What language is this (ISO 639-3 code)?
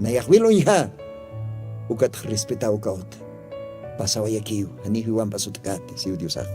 aym